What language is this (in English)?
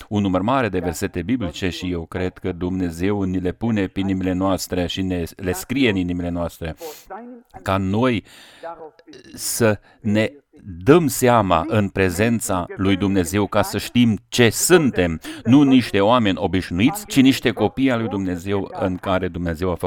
Romanian